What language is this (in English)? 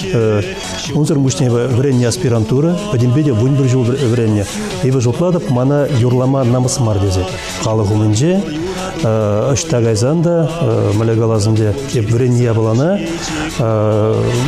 Chuvash